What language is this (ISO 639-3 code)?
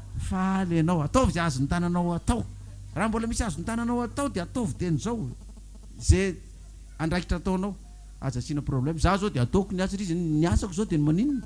mlg